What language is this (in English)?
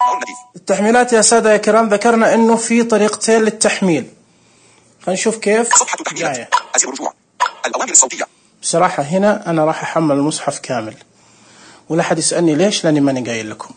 Najdi Arabic